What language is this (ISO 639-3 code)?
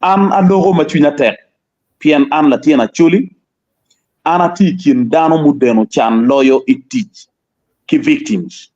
ach